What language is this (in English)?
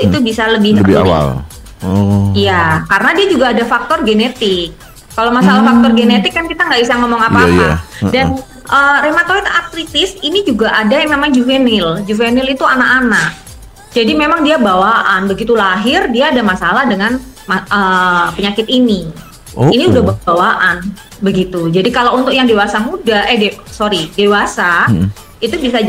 Indonesian